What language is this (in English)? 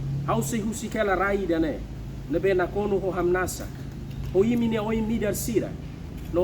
Tetum